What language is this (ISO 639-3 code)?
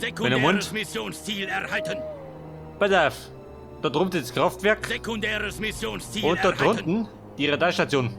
bar